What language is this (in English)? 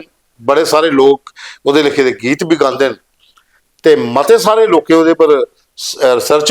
Dogri